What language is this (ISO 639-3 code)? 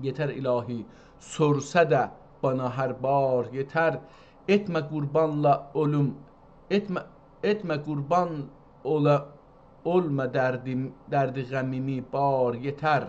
azb